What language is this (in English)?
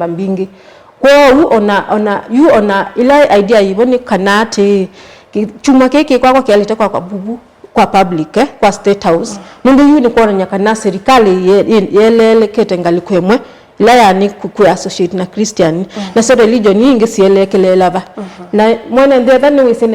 Kamba